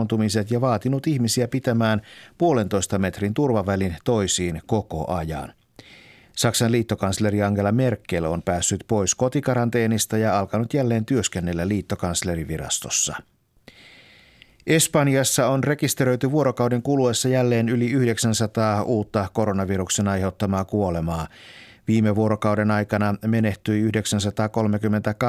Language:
Finnish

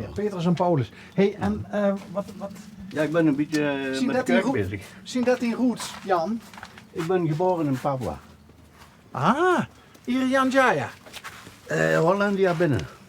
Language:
Limburgish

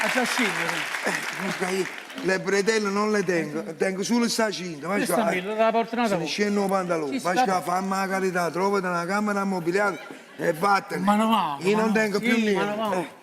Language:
Neapolitan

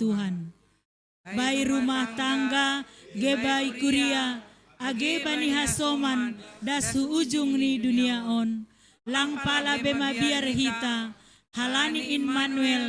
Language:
Batak Simalungun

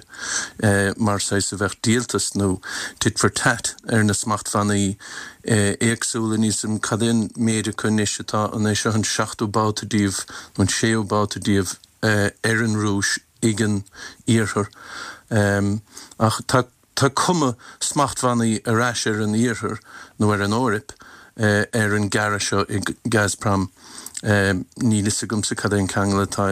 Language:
Irish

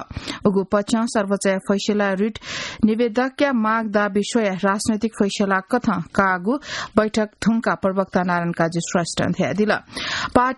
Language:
Newari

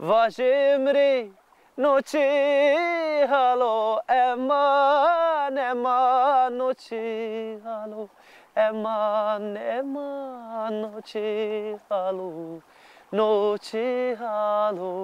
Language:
Zaza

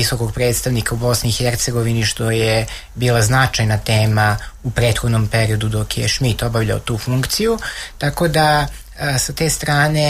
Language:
Serbian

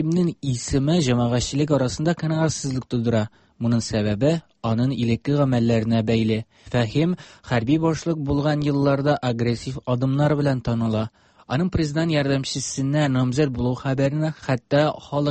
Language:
Tatar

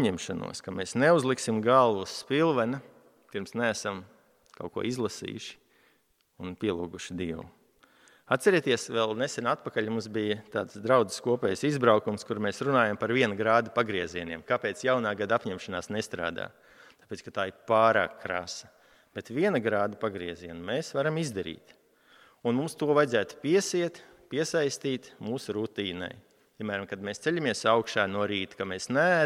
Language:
Latvian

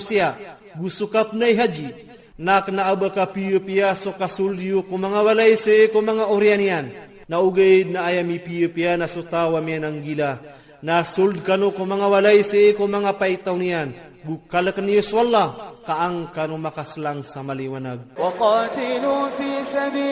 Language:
Iranun (Philippines)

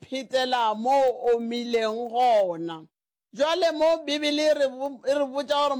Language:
Northern Sotho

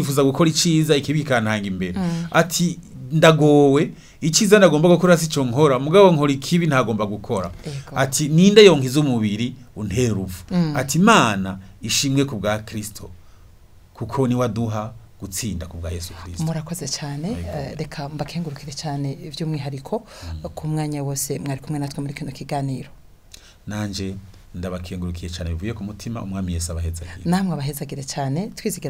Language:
Rundi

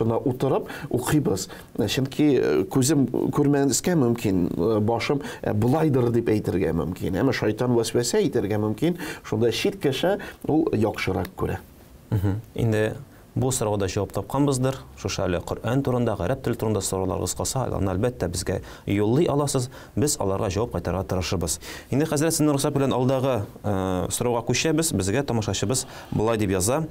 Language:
Tatar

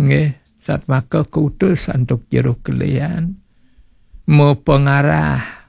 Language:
Balinese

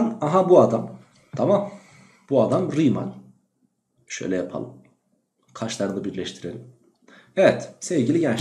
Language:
Turkish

